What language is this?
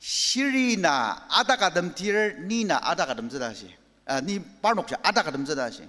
Ao Naga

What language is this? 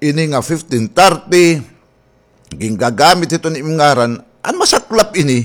Waray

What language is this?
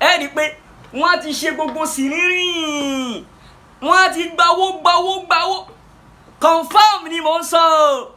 Yoruba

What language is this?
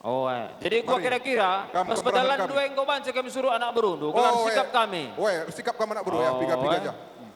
Batak Karo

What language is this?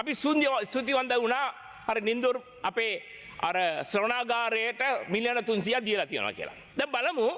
Sinhala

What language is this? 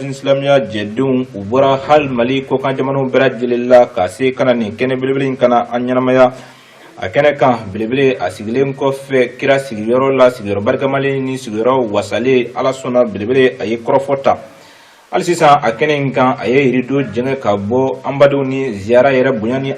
Bambara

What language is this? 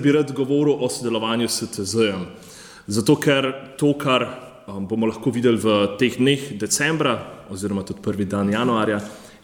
Slovenian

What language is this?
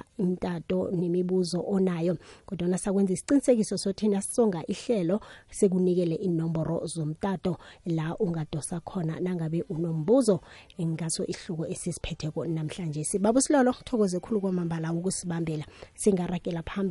South Ndebele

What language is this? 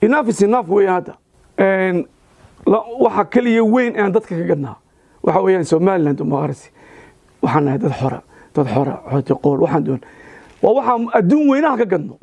Somali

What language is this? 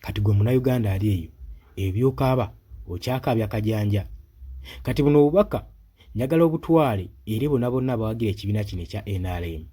Ganda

